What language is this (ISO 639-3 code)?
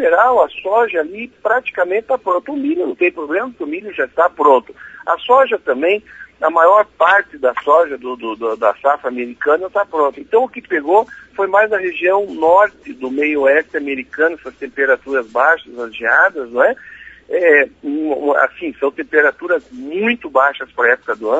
por